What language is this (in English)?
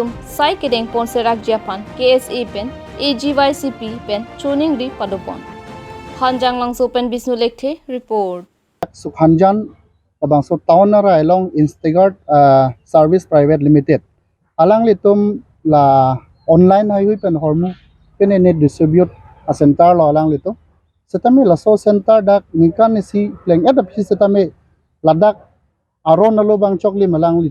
Karbi